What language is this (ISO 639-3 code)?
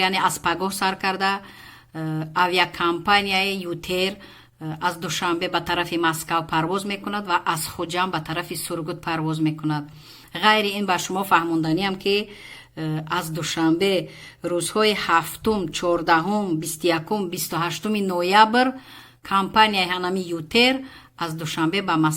tgk